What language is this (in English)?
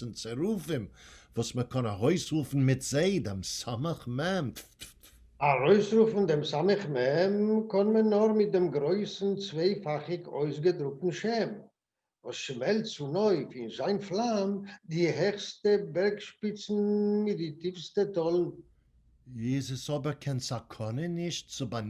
Yiddish